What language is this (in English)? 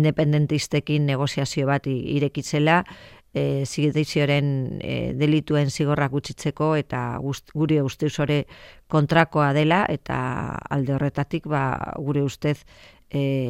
Basque